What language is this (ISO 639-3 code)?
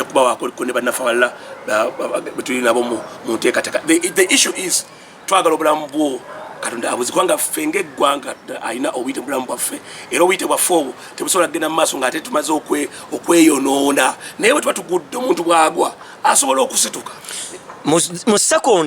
lug